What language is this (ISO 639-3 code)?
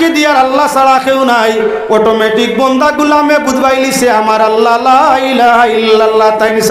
syl